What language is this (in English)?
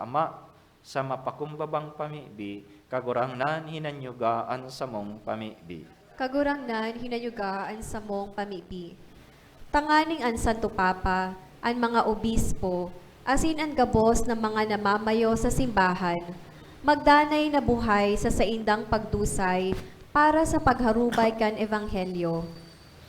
Bikol